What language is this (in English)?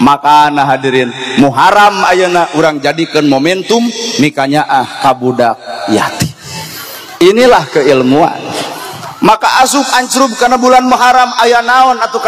Sundanese